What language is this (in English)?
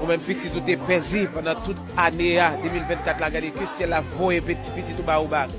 Haitian Creole